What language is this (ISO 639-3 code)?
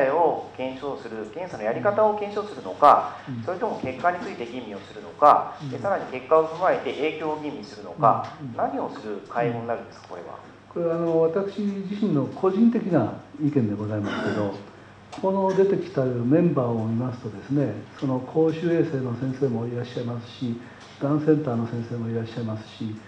jpn